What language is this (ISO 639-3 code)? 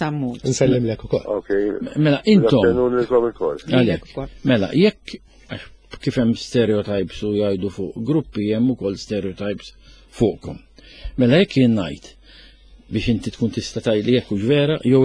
mlt